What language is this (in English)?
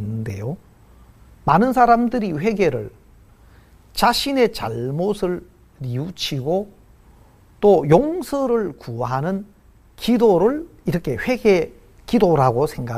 Korean